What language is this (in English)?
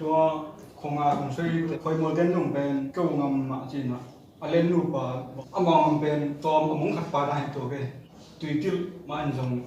Tedim Chin